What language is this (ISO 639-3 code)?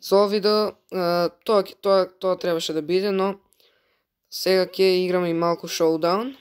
mkd